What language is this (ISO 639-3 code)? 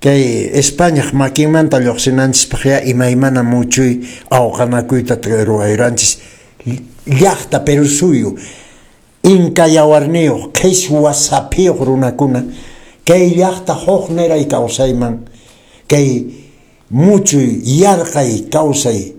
que